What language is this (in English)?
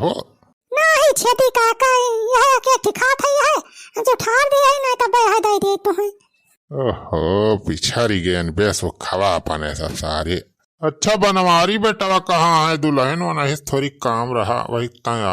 Awadhi